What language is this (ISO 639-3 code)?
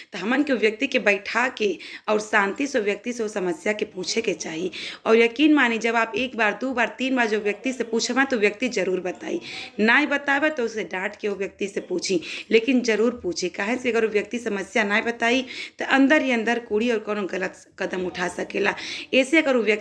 bho